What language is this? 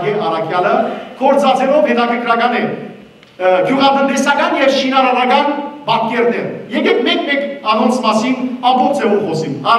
Western Armenian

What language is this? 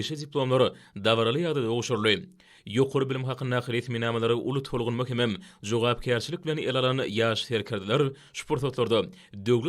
Turkmen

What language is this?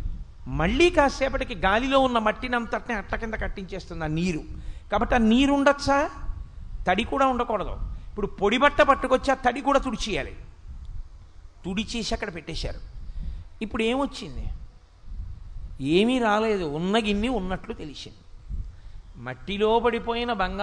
Telugu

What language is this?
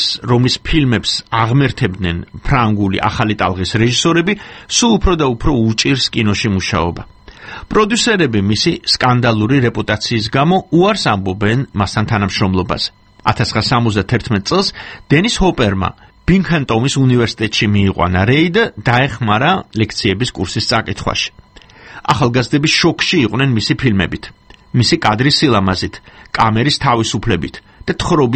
Georgian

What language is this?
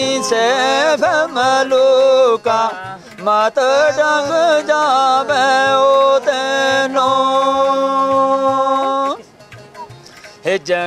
Punjabi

